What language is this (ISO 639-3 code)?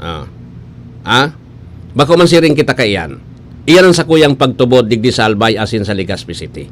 bik